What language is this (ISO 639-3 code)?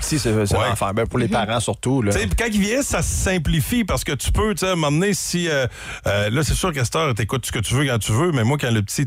fra